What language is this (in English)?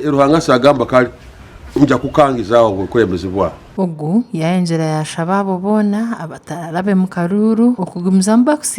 Nyankole